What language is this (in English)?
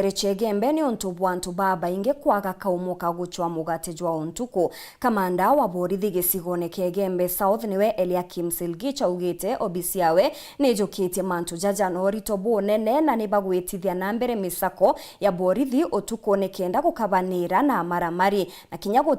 Meru